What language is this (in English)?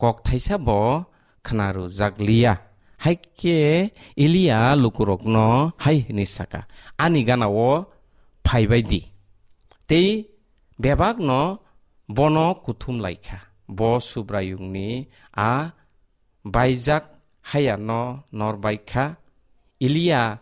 Kok Borok